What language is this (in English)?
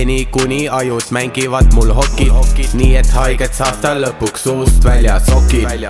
Estonian